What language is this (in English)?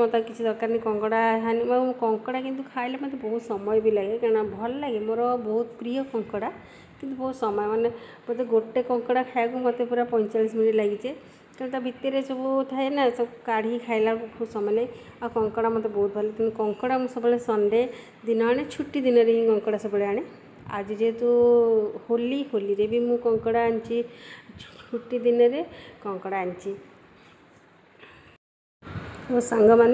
Odia